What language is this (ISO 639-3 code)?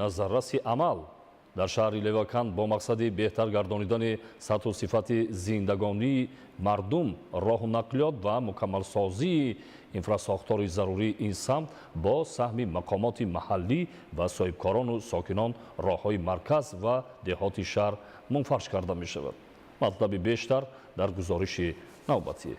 tgk